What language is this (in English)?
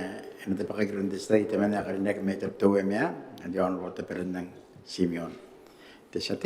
Gilbertese